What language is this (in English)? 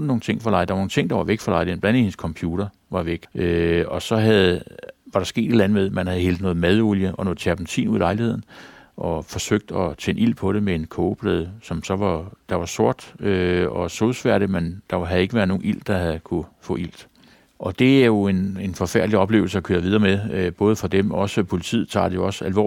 Danish